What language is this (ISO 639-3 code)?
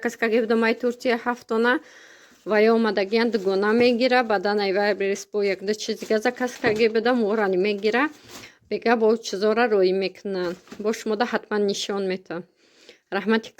tgk